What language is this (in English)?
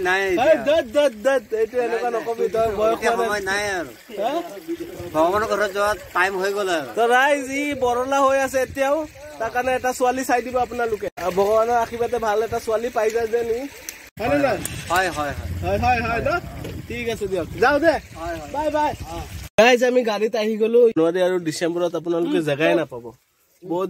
Assamese